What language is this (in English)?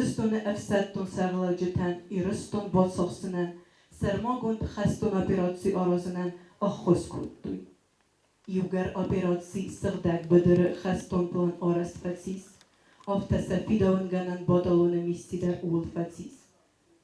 Ossetic